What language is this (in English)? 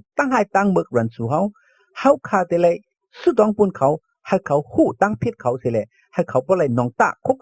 Shan